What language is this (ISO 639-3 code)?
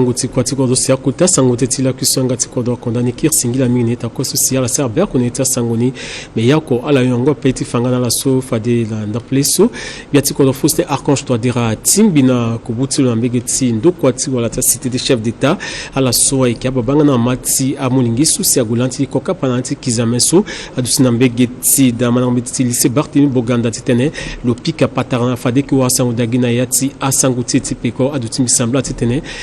sag